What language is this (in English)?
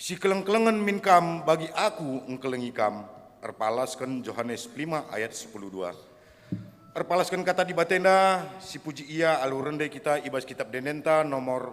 Batak Karo